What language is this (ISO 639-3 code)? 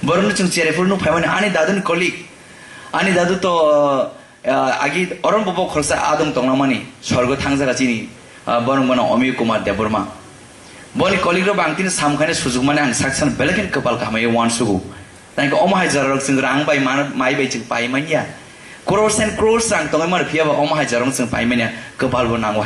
trp